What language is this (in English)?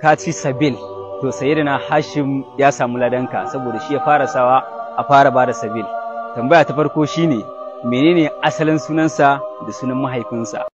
Hausa